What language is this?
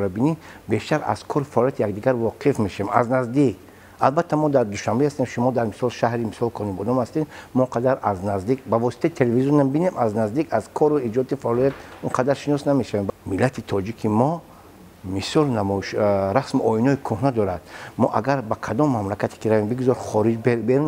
Tajik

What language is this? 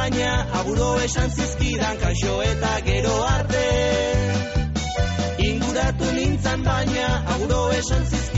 Basque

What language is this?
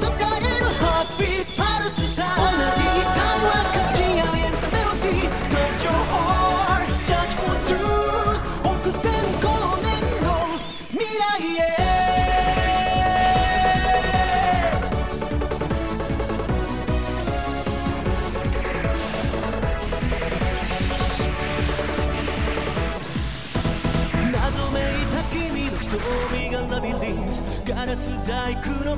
Japanese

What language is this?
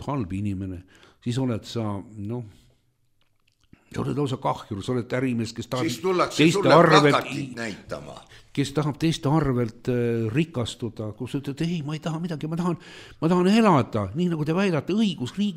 Estonian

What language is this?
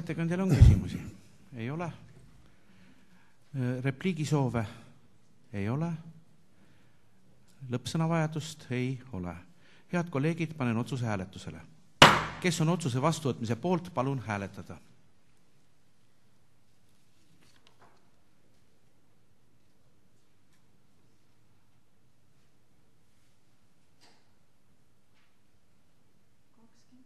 Estonian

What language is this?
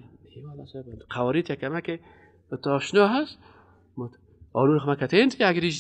Persian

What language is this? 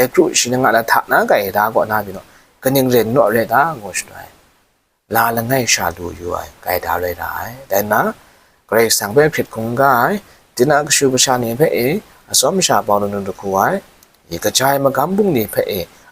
Kachin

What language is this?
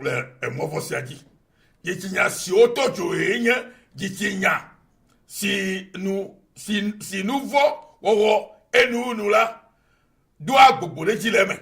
Ewe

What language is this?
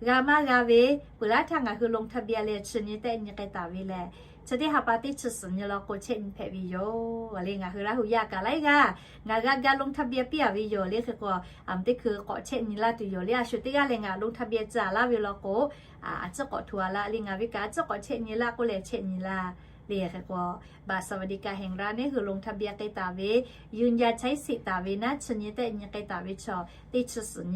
Lahu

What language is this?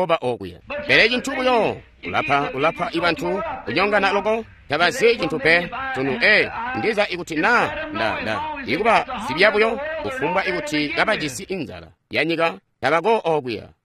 Tonga (Zambia)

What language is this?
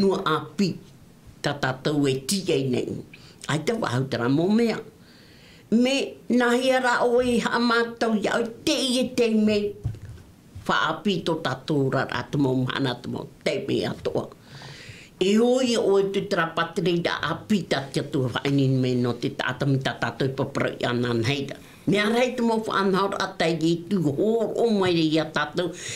Tahitian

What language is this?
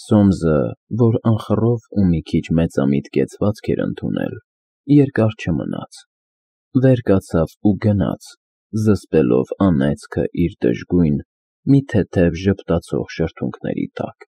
Armenian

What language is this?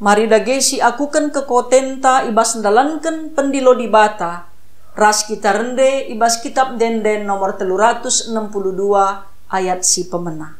Batak Karo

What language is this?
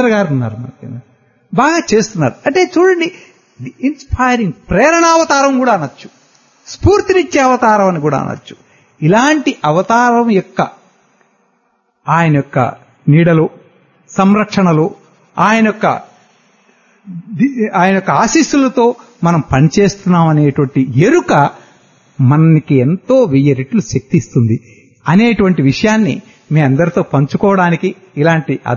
Telugu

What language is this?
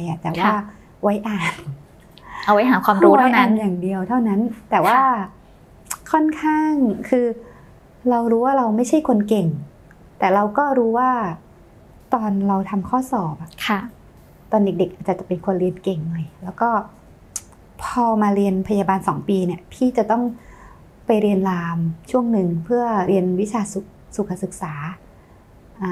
Thai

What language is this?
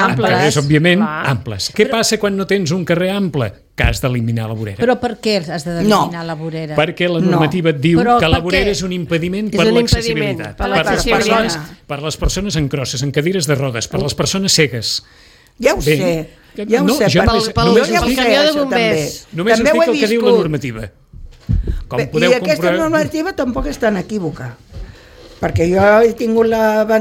Catalan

